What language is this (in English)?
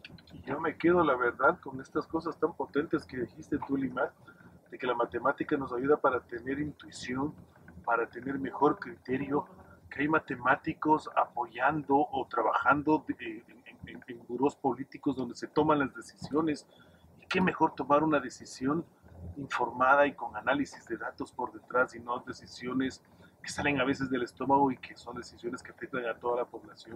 Spanish